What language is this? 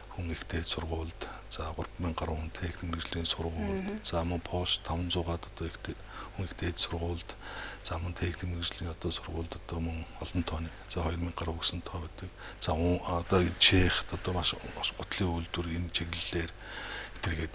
Mongolian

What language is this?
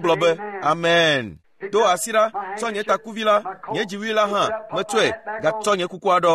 Ewe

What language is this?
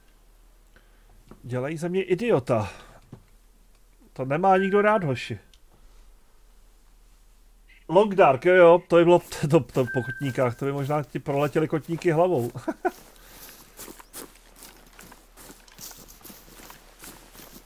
Czech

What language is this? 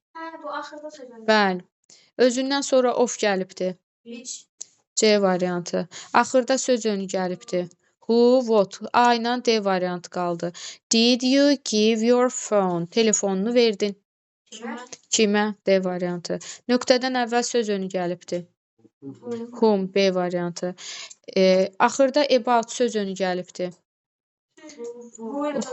Azerbaijani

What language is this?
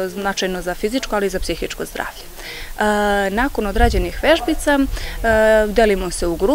Serbian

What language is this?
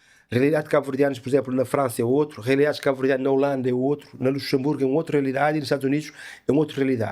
Kabuverdianu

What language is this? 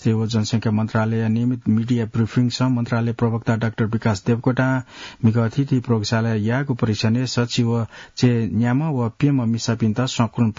Newari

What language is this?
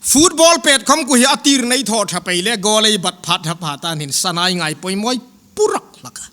Hmar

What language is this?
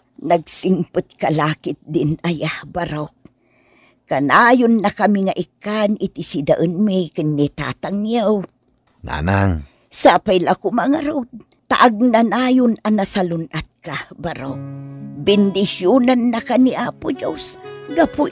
Iloko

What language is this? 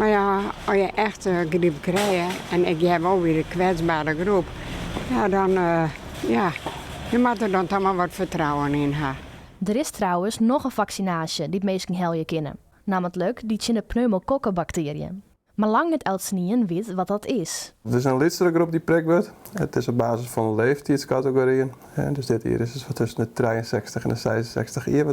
Western Frisian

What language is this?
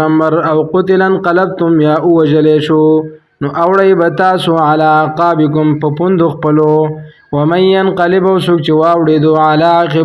Pashto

